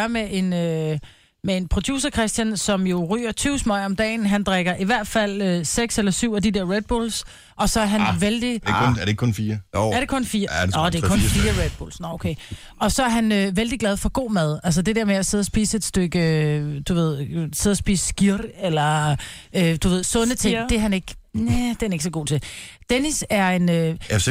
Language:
Danish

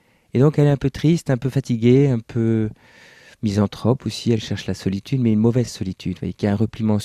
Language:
French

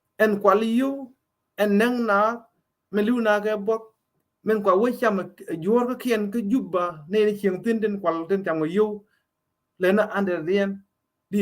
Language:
Nuer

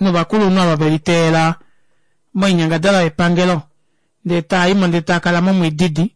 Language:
Kuanyama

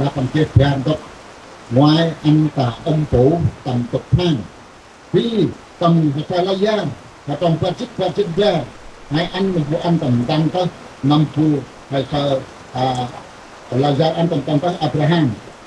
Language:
Central Mnong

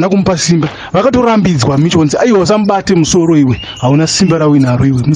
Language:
Shona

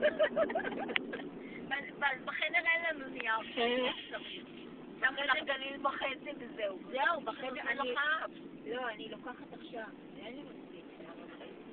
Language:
Hebrew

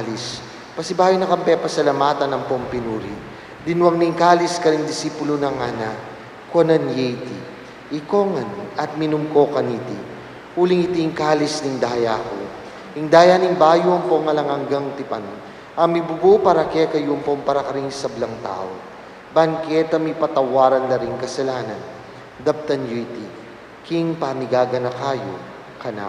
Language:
Pampanga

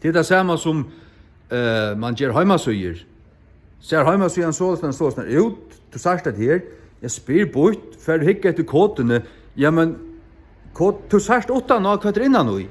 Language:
Faroese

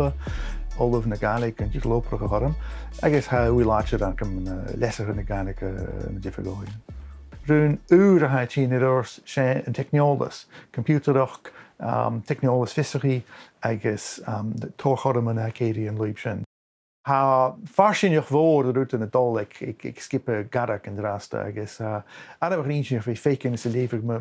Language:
Scottish Gaelic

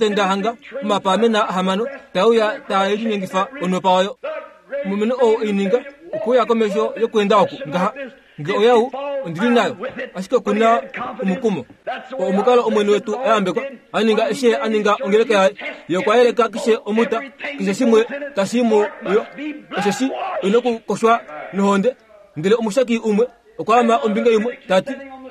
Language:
Kuanyama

